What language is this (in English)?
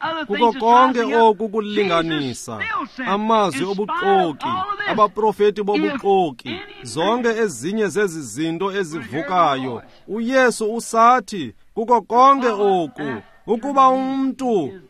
Xhosa